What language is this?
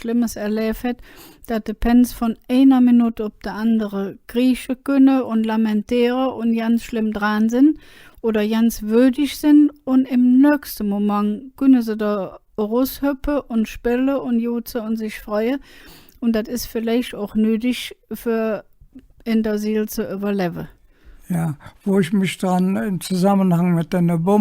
Colognian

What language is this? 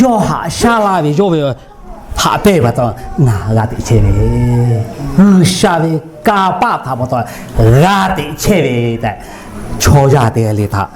Lahu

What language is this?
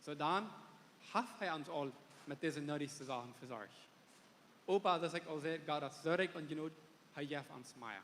Plautdietsch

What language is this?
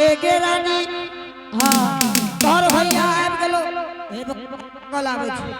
Angika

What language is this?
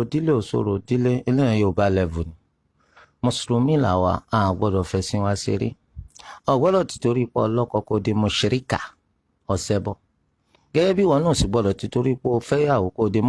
Yoruba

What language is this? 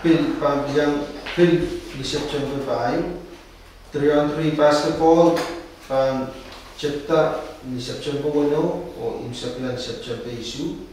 Pohnpeian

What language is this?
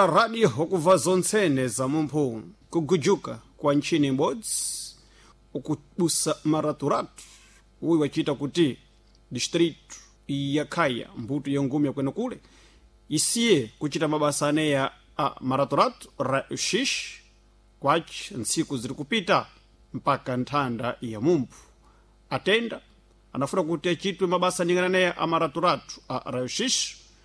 Sena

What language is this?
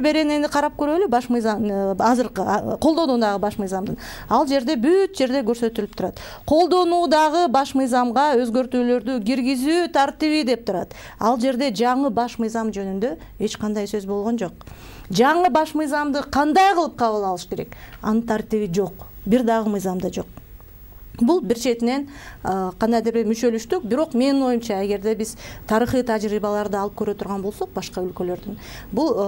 Kyrgyz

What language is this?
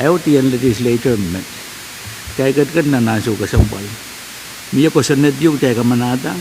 Pohnpeian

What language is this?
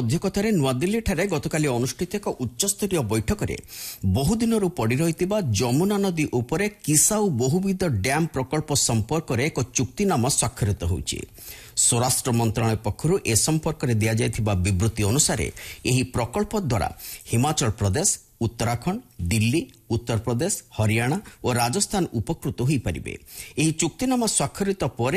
Odia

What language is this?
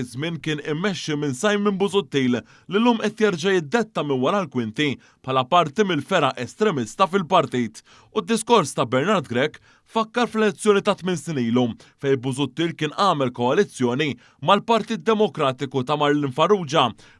Maltese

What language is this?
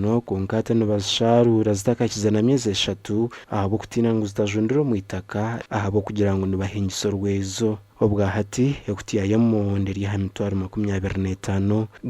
Nyankole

